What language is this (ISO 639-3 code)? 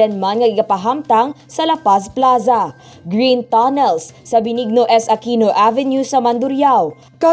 hil